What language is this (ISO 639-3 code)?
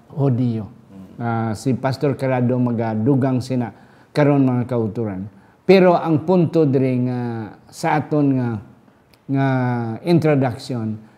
hil